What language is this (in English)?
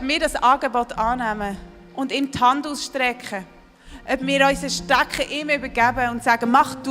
Swiss German